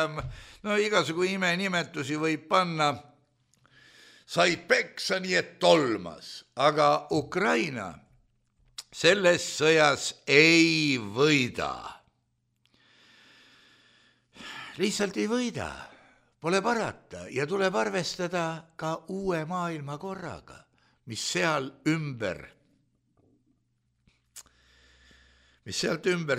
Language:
Estonian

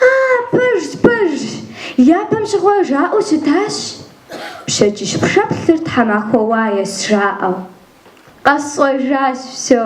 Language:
Kabardian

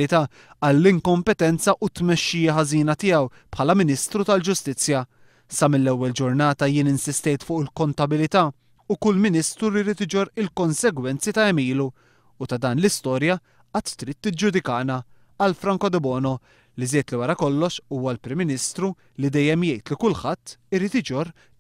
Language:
Maltese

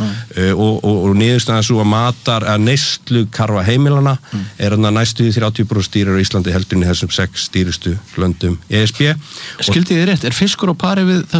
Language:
Icelandic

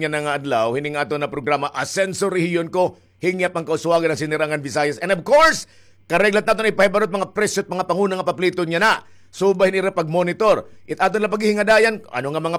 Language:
Waray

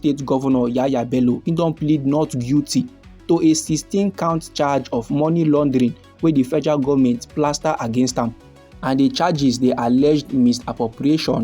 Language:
Nigerian Pidgin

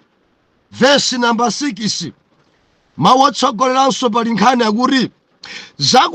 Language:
Nyanja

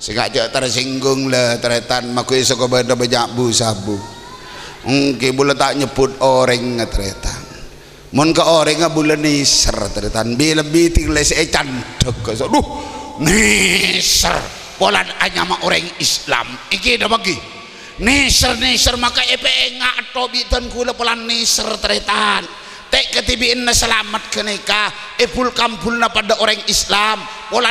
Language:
Madurese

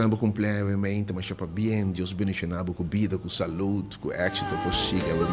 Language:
Papiamento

